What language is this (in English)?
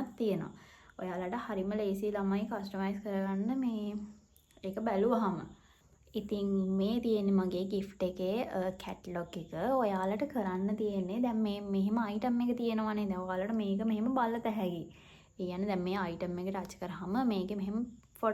Sinhala